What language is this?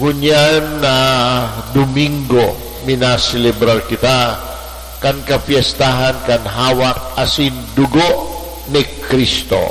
Bikol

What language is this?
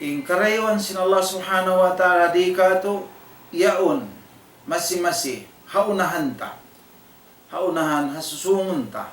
Tausug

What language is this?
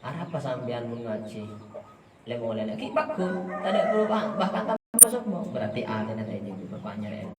Madurese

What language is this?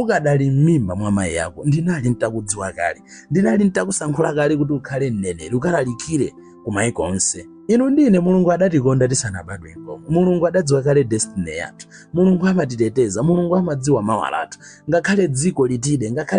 Nyanja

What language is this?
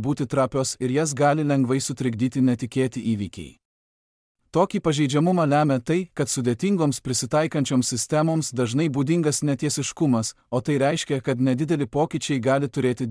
Lithuanian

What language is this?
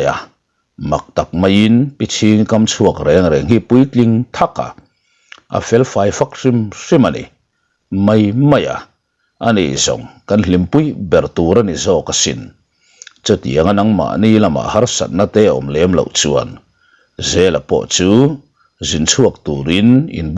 Mizo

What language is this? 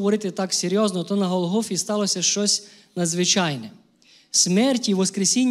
Ukrainian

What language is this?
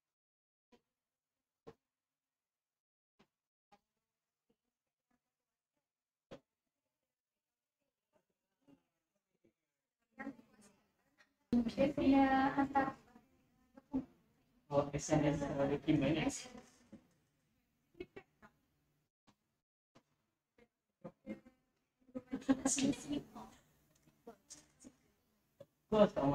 Malay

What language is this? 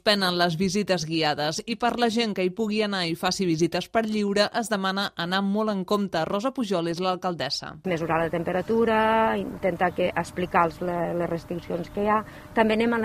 Catalan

